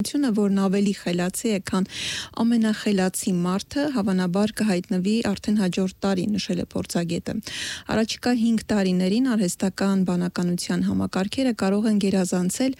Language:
Armenian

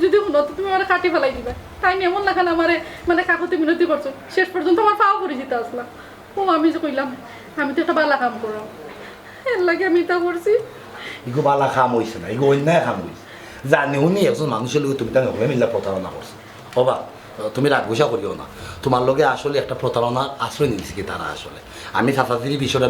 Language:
Sylheti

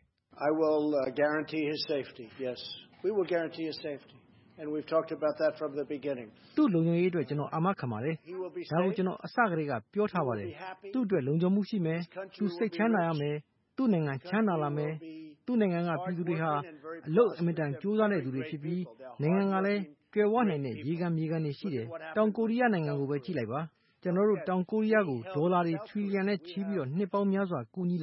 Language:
Burmese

